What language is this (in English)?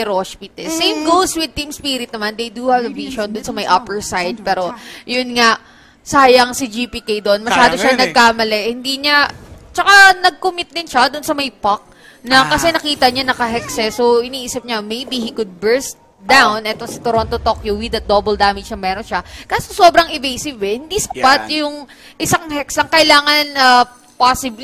Filipino